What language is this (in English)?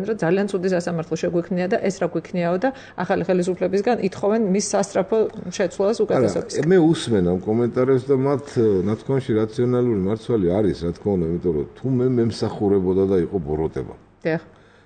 Georgian